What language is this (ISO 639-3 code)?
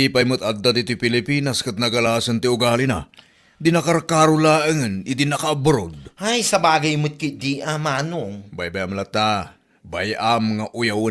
ilo